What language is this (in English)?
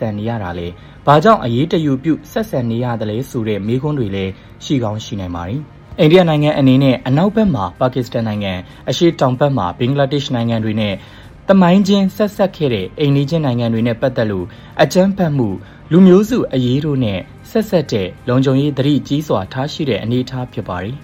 Burmese